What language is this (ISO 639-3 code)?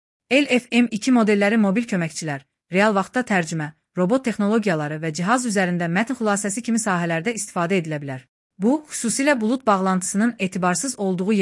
aze